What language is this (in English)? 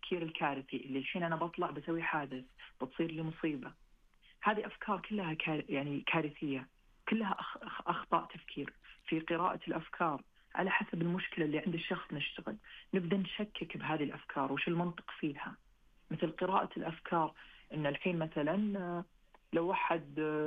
Najdi Arabic